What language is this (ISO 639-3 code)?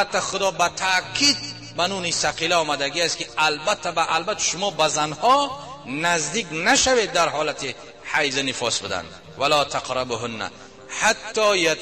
tgk